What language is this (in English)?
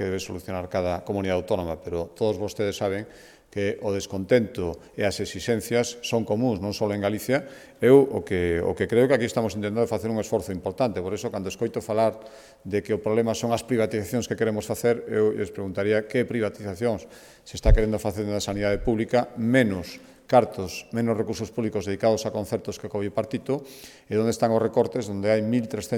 Galician